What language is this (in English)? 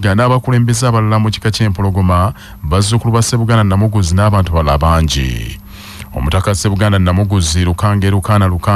Ganda